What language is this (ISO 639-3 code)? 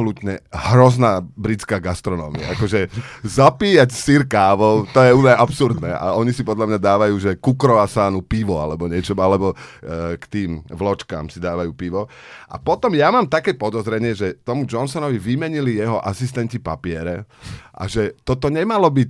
slk